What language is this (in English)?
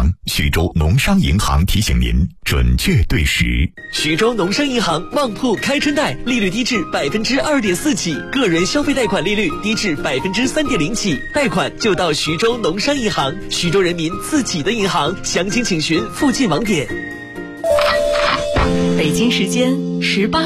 Chinese